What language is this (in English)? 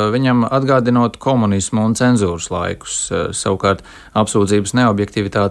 Latvian